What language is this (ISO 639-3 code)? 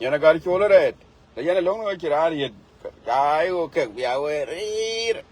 nus